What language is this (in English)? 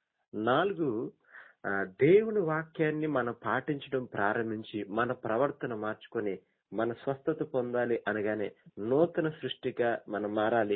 Telugu